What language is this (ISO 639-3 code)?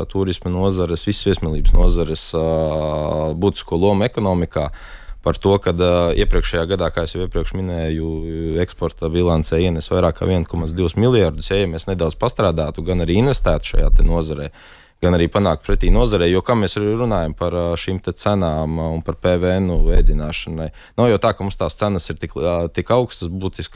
lav